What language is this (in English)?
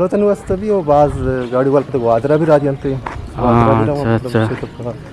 Eastern Balochi